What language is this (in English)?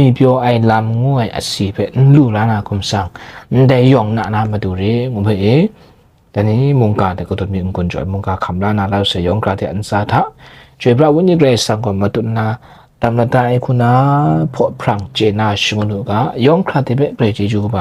Kachin